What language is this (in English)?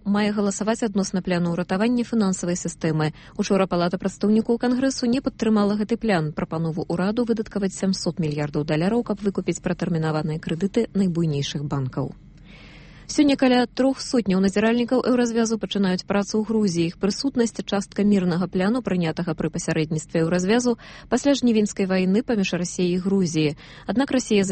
Belarusian